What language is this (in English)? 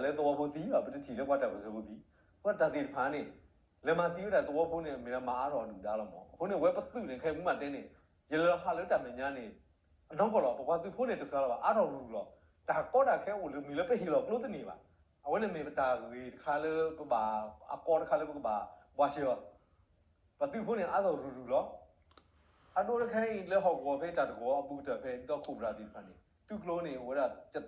S'gaw Karen